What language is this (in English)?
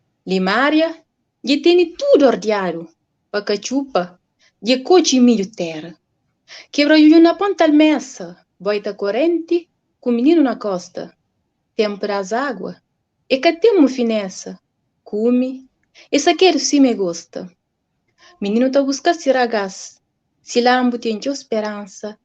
Kabuverdianu